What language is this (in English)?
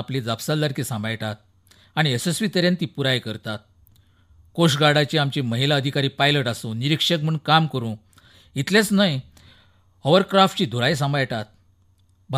Konkani